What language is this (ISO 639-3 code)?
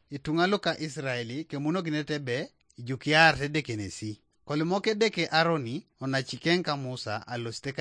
teo